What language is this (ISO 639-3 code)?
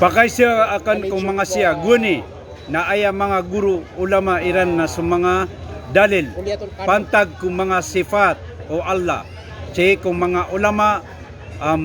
mrw